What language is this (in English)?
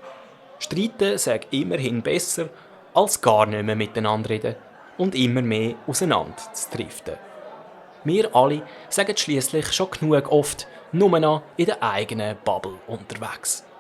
Swiss German